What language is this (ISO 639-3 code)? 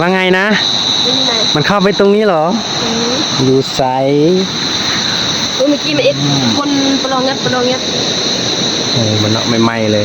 tts